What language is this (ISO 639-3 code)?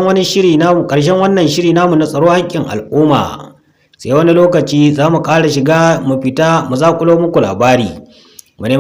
hau